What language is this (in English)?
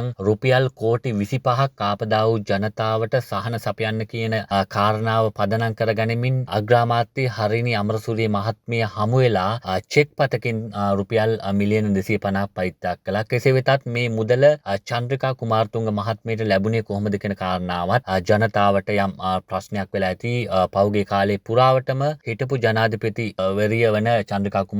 Sinhala